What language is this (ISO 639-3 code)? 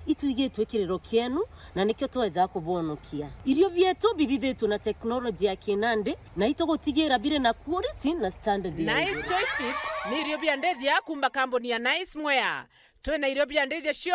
mer